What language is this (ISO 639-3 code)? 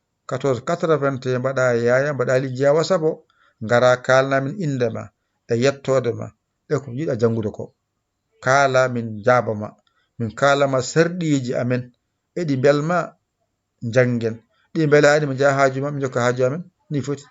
ful